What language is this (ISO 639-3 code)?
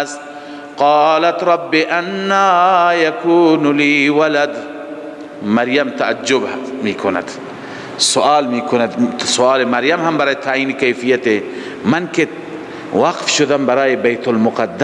fas